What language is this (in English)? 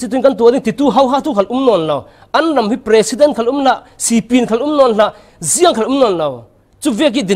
Falam Chin